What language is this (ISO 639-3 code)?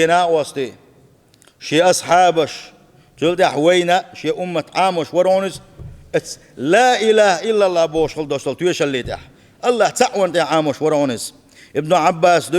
che